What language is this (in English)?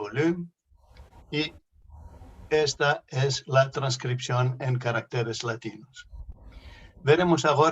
Ladino